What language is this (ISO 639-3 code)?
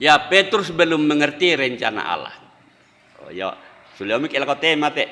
sda